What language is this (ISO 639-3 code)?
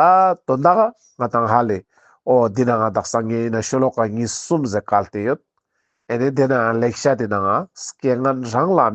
lbj